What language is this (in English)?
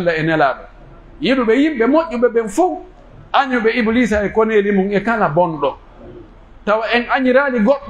Pular